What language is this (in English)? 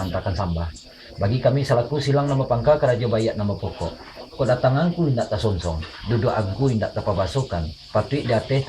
Minangkabau